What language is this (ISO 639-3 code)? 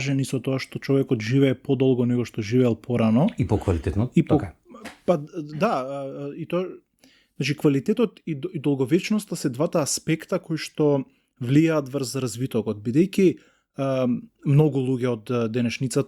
mkd